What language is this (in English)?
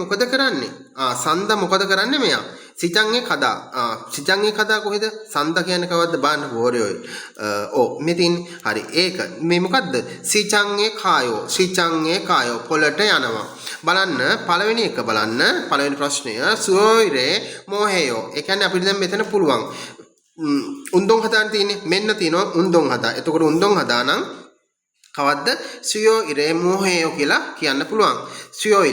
Sinhala